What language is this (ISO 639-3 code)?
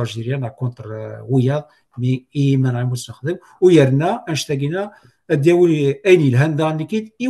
kab